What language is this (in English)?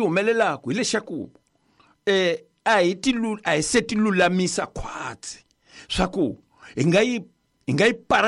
Tsonga